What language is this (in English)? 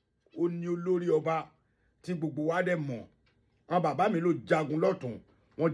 Yoruba